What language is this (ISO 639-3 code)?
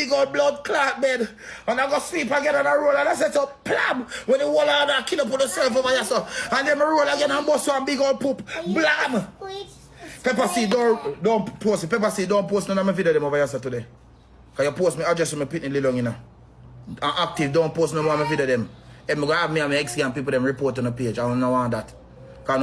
jam